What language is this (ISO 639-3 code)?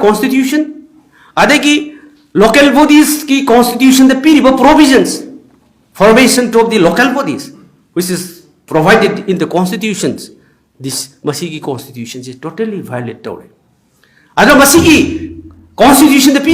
mni